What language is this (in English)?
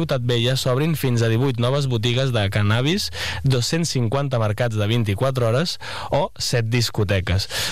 Catalan